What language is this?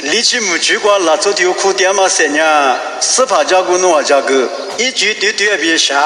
Lisu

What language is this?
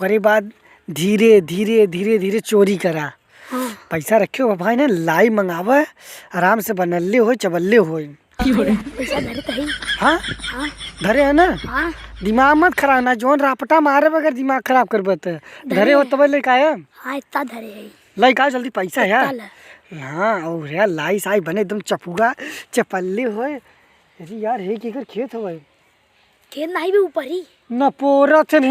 Awadhi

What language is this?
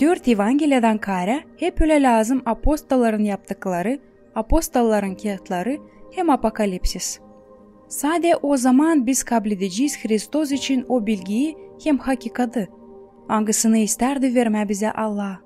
Gagauz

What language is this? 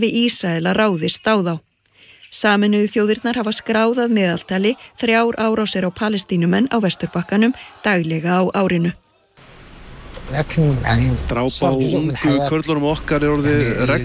Icelandic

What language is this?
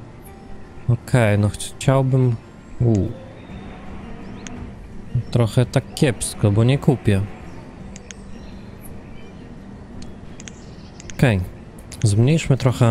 Polish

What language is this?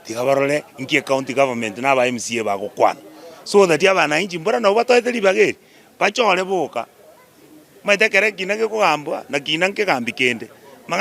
Gusii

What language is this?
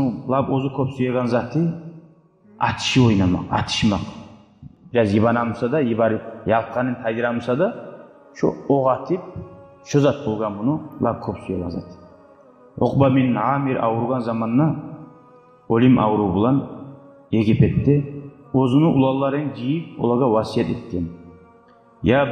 Kumyk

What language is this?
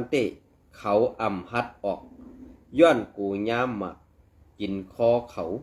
Shan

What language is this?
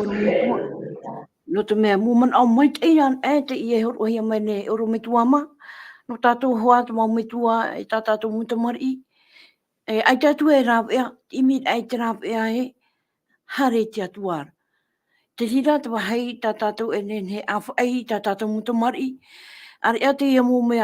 Tahitian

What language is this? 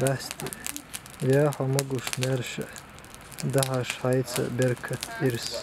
Chechen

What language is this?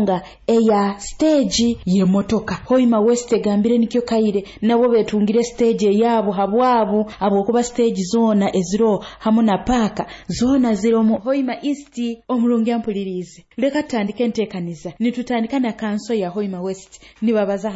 Nyoro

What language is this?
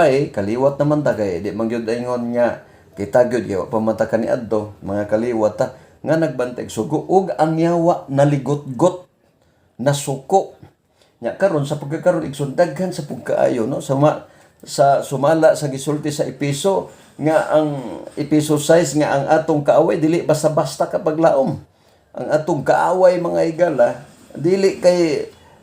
Cebuano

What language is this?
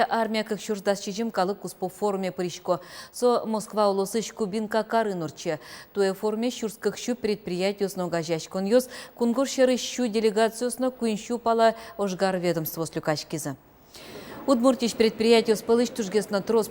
Udmurt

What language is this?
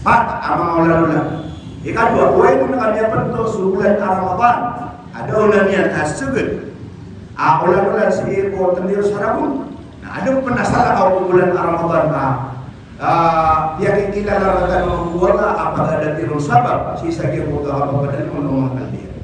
Maranao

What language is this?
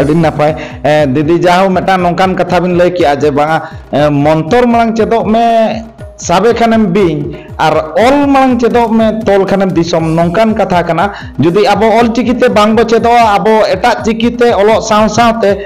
Santali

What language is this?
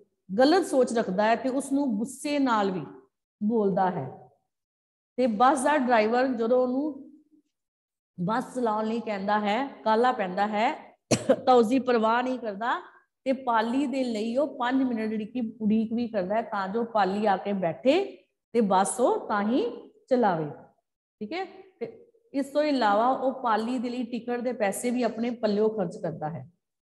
Punjabi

